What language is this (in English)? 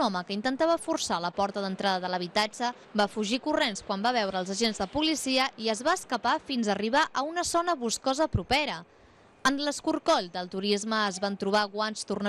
Catalan